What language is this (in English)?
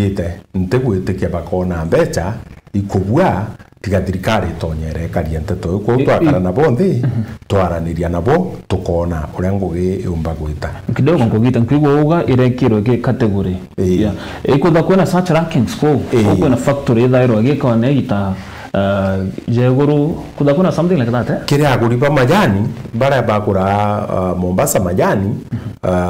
Meru